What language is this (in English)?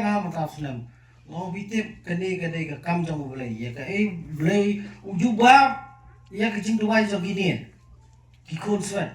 Khasi